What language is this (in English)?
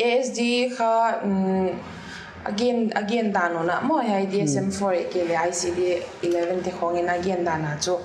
Paite Chin